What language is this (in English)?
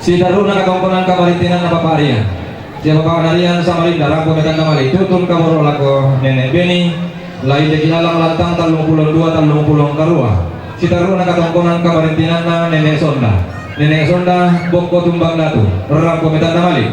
Toraja-Sa'dan